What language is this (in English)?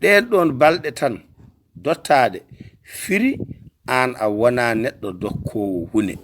Fula